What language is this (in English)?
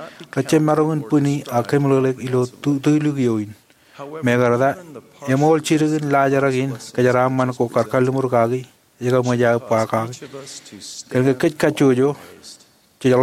Marshallese